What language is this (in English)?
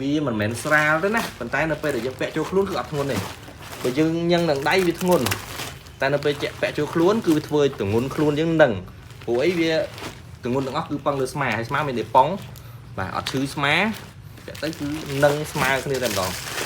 Khmer